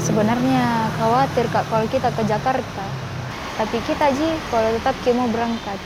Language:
Makassar Malay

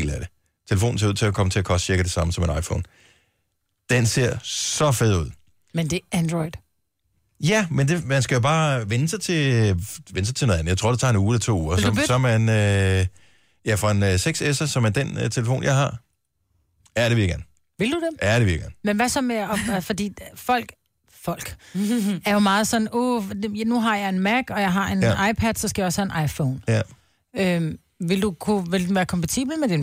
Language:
Danish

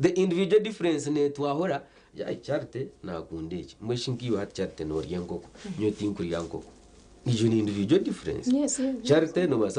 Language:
Nyankole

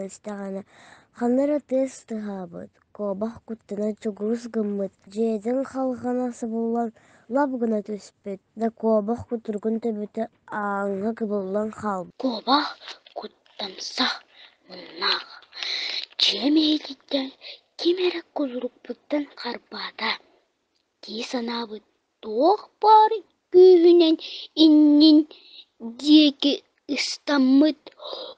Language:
Yakut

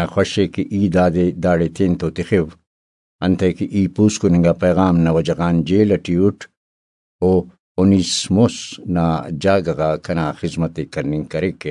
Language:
Brahui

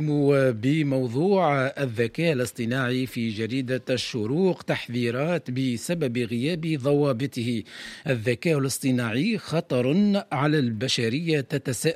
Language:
Tunisian Arabic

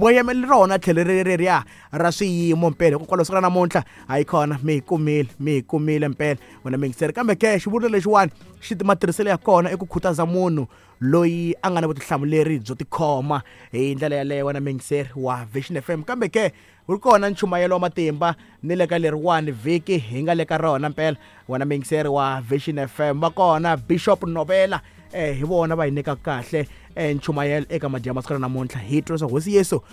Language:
Tsonga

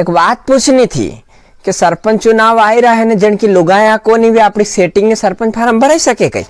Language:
Rajasthani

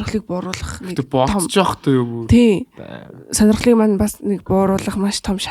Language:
Mongolian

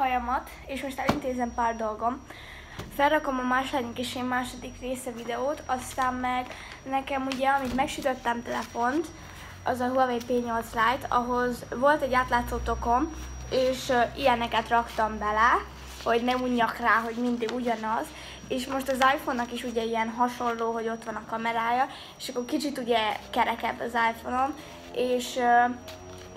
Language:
Hungarian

